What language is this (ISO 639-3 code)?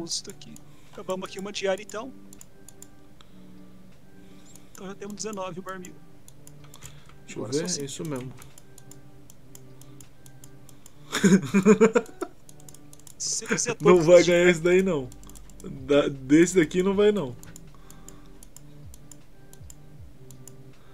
por